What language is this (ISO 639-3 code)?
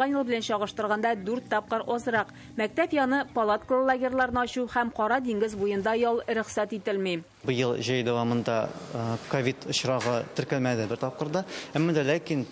tat